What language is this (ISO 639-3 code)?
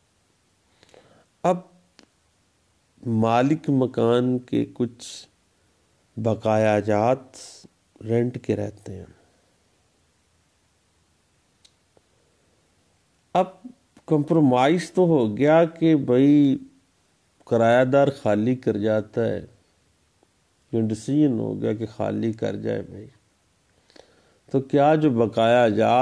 urd